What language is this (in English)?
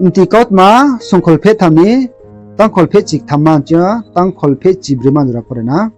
Riang (India)